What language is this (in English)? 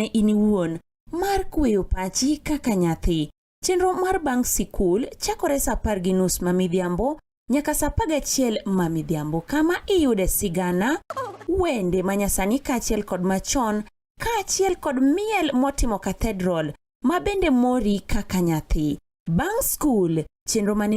Luo (Kenya and Tanzania)